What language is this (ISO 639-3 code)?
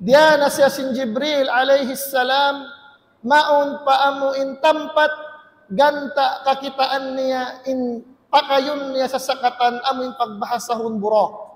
tsg